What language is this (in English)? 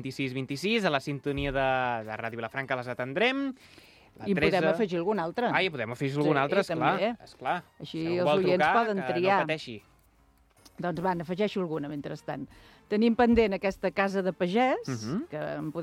Catalan